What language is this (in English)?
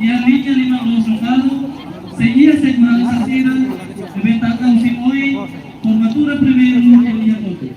Tetum